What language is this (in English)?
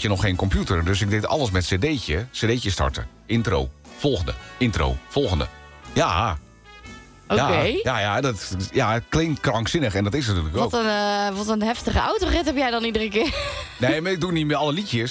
Dutch